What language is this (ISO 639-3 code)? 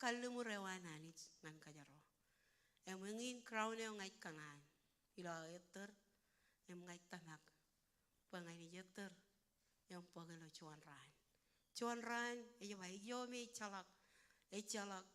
mah